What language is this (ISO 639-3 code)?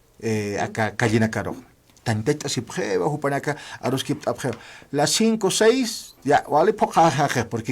aym